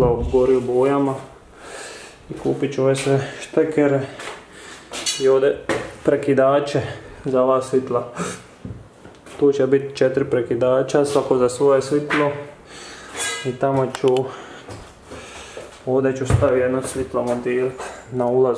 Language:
Croatian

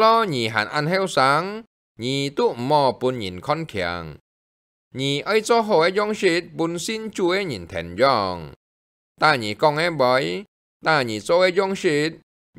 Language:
Hakka Chinese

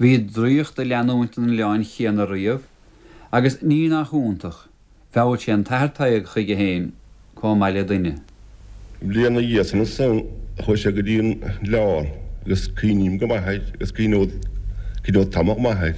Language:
Irish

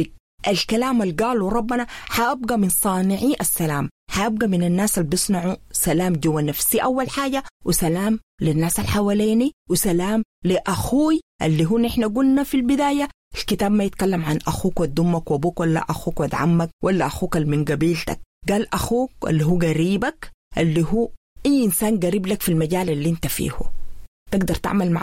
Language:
Sudanese Arabic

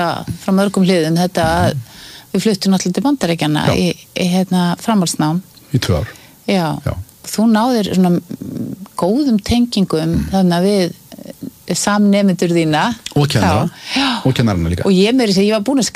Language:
Icelandic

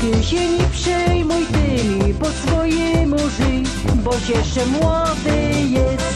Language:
Silesian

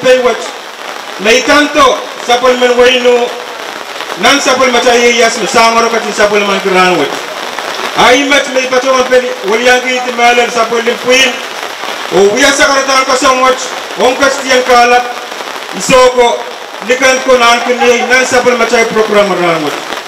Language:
Pohnpeian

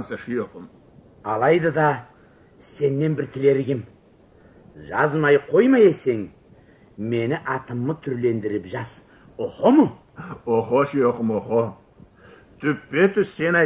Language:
Karachay-Balkar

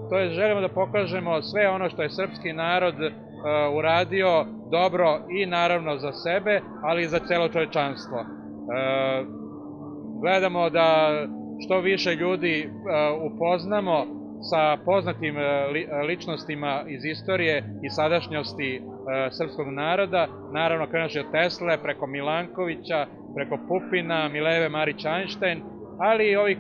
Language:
Serbian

